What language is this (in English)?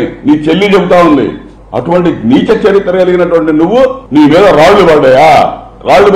Telugu